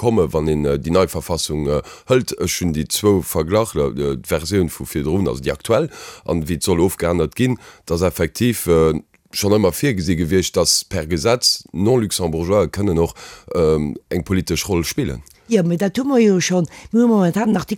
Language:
Luxembourgish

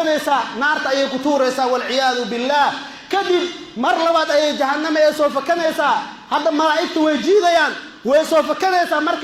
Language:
Somali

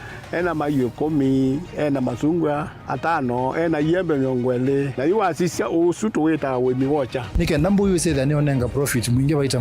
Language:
Kamba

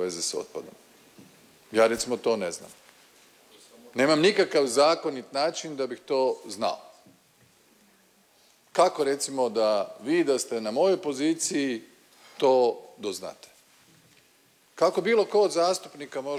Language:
Croatian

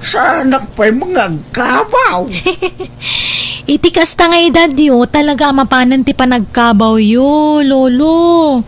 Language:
Iloko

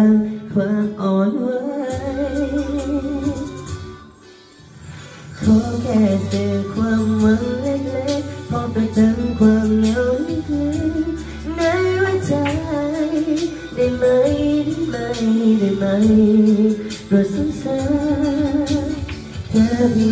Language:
Thai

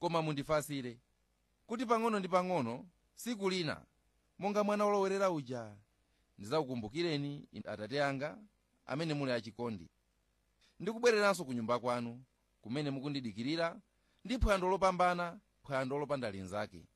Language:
Nyanja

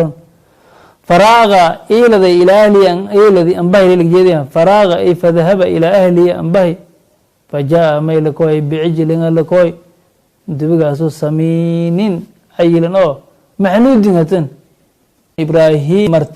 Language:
Somali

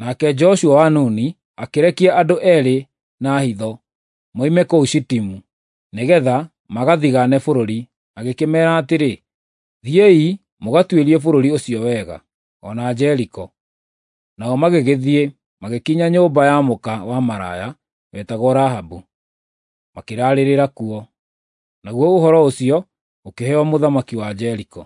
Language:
Kikuyu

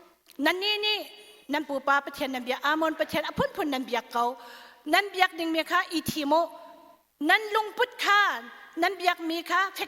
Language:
Hakha Chin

